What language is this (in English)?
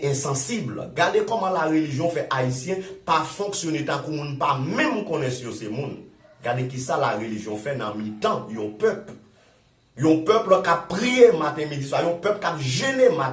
Haitian Creole